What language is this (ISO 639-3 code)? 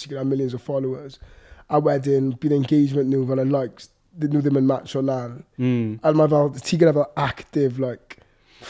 cym